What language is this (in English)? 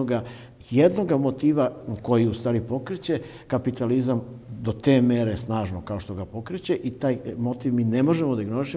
Serbian